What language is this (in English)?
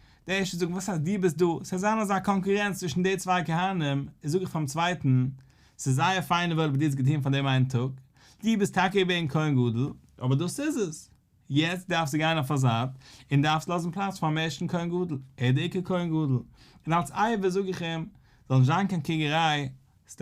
Yiddish